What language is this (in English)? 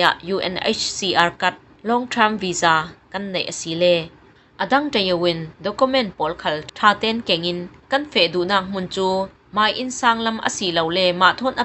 Falam Chin